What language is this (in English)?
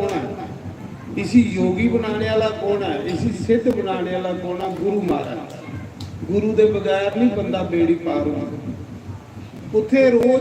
Dogri